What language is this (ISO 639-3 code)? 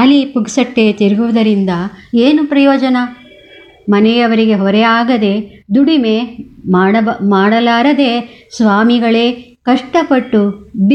kan